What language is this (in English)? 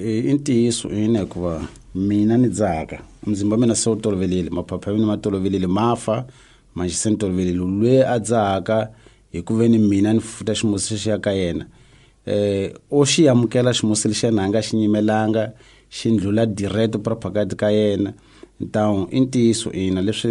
Tsonga